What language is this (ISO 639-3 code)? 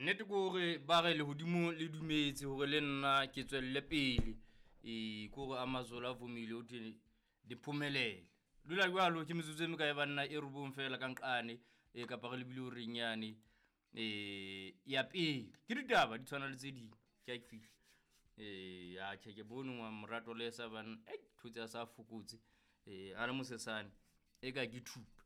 sot